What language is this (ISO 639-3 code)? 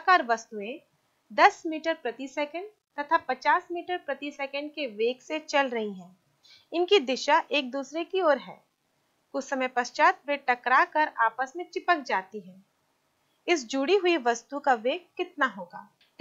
hin